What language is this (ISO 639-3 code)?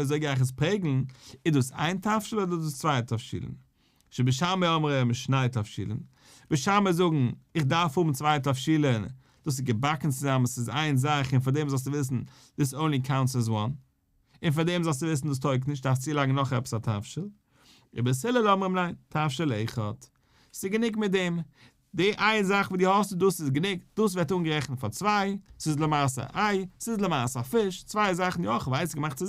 yid